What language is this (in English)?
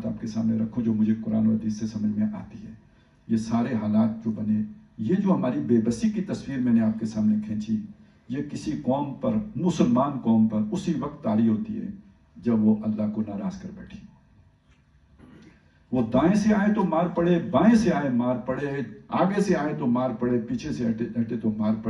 Urdu